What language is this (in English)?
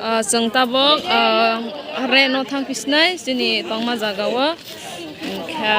Kok Borok